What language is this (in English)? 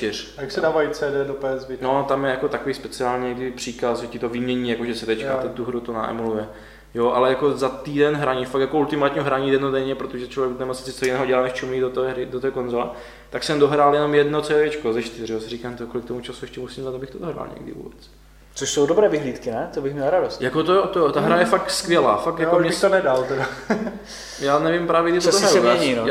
Czech